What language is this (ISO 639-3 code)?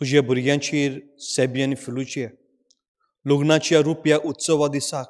kok